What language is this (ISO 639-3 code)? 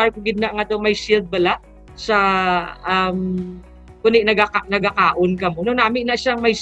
hil